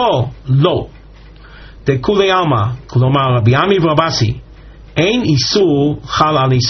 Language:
Hebrew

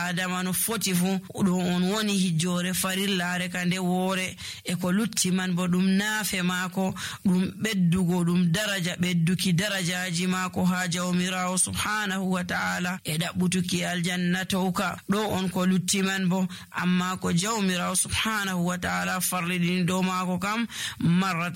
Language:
Nigerian Fulfulde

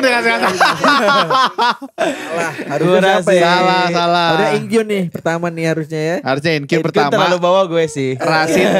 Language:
Indonesian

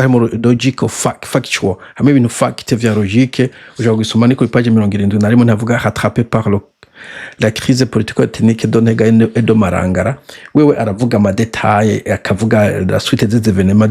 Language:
Rundi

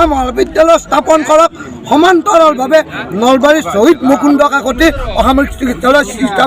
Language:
Assamese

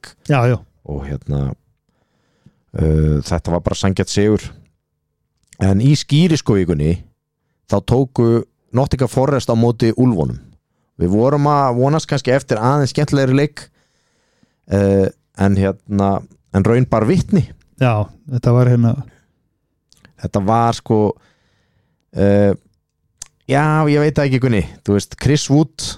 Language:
Icelandic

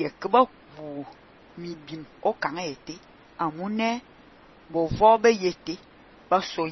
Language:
Fang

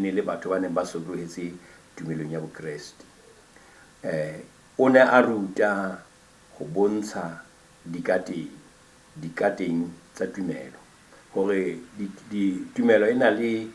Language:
Southern Sotho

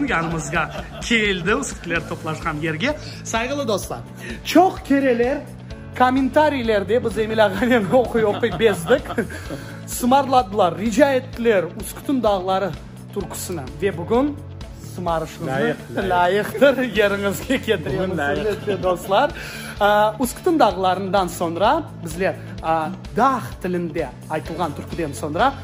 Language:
Crimean Tatar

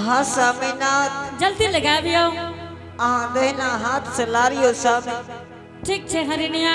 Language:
Angika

